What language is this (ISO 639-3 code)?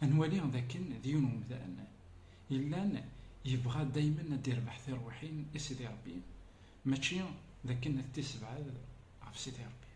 kab